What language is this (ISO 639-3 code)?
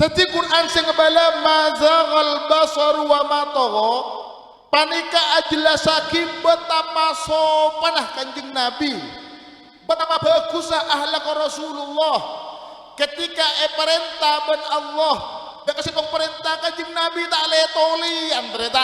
mad